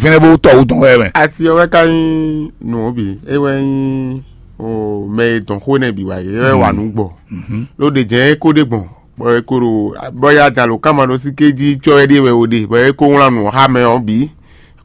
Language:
Fon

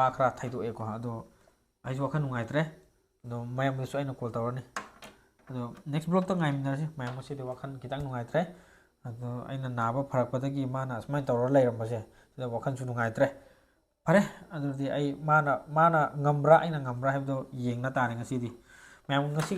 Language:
Manipuri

